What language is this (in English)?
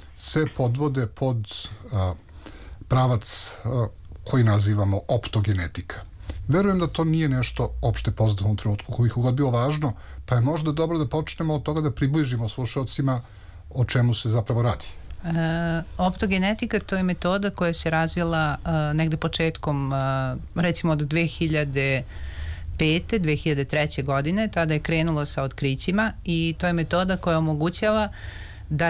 Serbian